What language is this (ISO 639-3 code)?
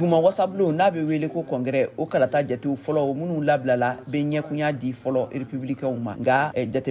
bam